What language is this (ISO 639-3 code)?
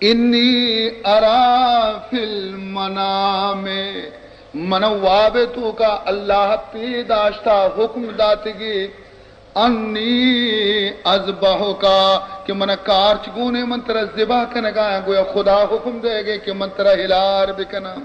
bal